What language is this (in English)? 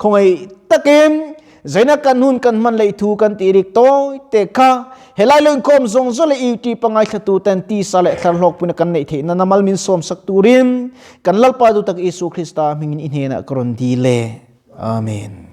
Mizo